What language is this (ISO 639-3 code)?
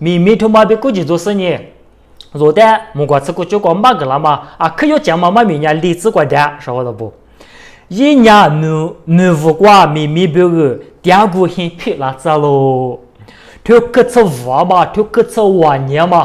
lis